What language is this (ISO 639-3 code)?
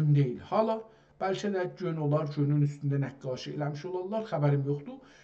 azb